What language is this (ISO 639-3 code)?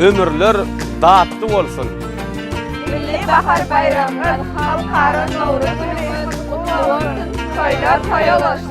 tuk